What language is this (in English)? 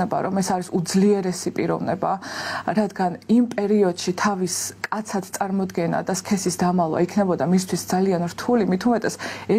Georgian